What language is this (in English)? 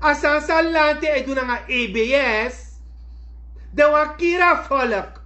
Sranan Tongo